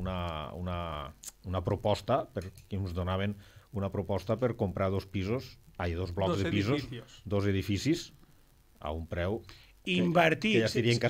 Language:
Catalan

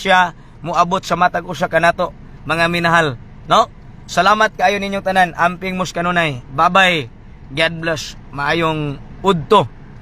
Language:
Cebuano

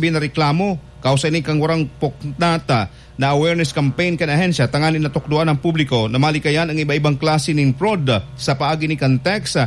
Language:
Bikol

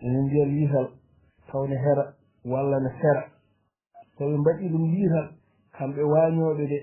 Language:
Fula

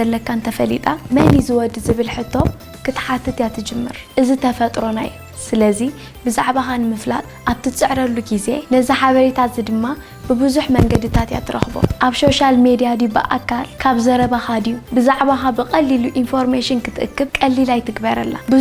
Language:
Tigrinya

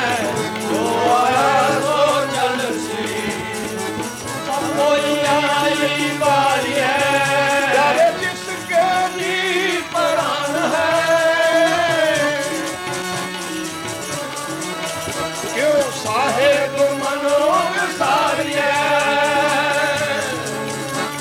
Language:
Punjabi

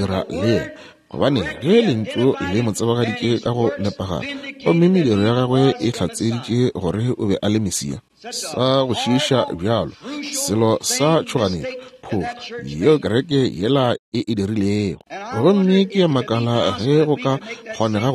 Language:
Northern Sotho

